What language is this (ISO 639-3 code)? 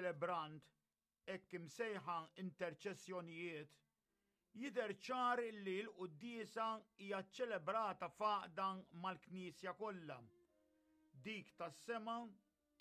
mlt